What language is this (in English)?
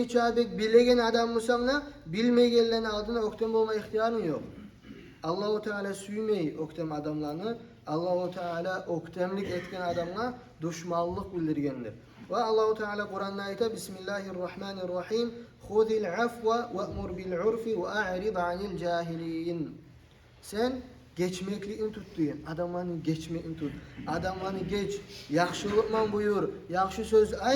Kumyk